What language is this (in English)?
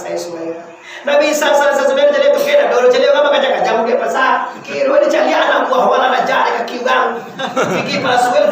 Minangkabau